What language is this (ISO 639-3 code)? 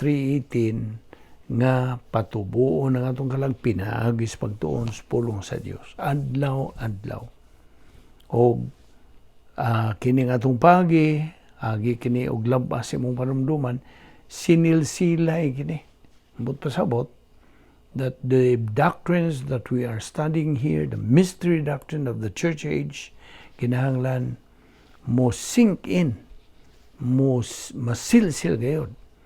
ceb